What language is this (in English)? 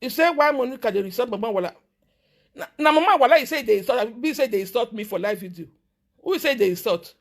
Nigerian Pidgin